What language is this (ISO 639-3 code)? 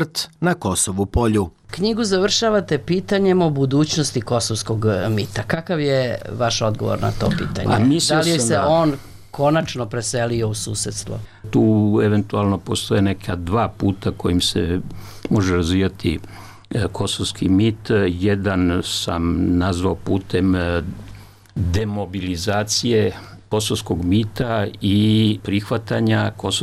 srp